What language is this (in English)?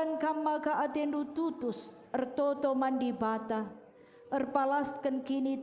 Batak Karo